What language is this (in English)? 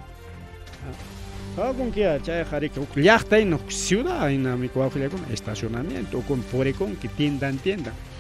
Ayacucho Quechua